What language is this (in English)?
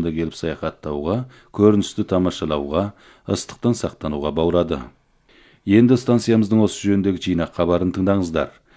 Kazakh